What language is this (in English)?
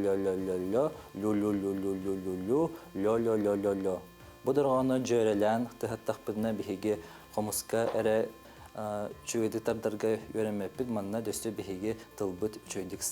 Yakut